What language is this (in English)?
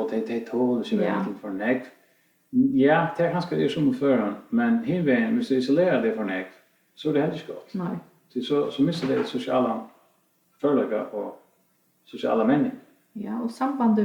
Faroese